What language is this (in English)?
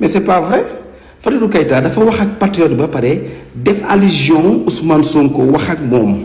Wolof